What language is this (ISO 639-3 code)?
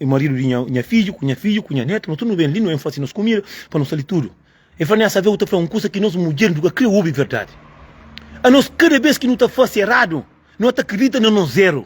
kea